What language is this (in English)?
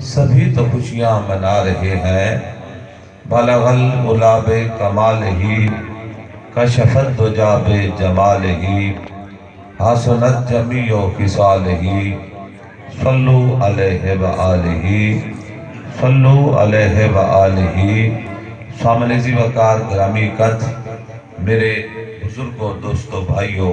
Saraiki